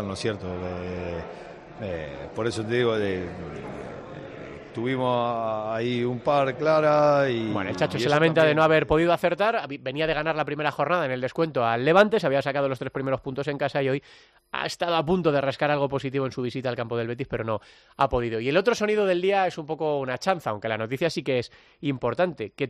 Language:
Spanish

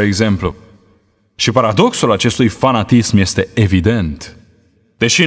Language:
Romanian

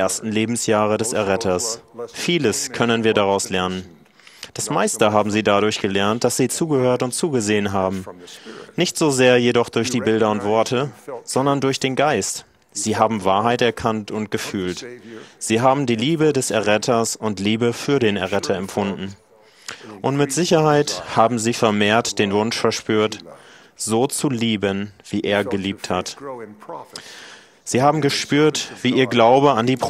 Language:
German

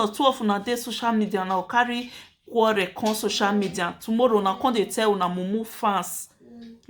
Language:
Nigerian Pidgin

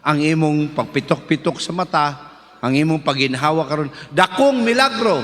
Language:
Cebuano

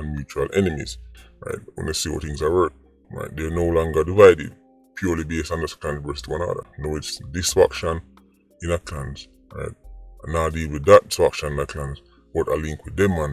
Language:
Jamaican Creole English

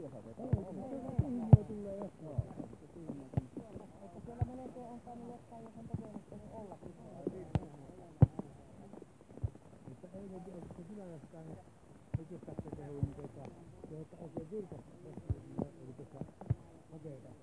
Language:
Finnish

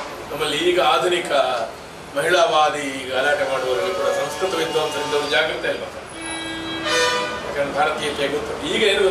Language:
Kannada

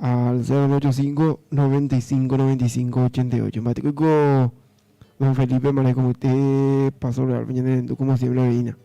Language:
Guarani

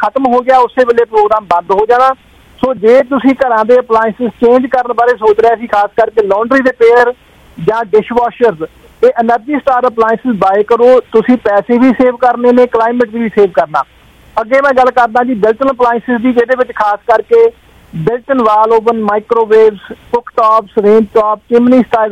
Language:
Punjabi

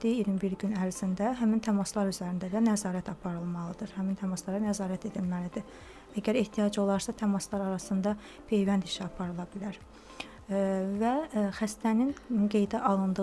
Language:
Azerbaijani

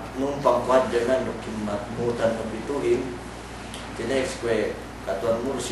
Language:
Yakan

